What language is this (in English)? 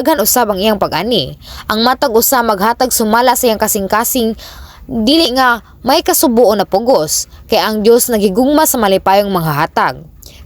Cebuano